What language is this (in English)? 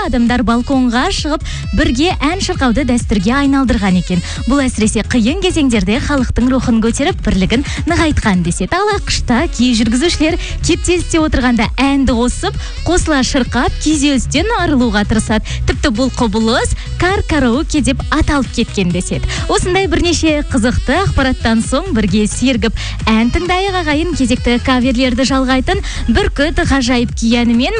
Kazakh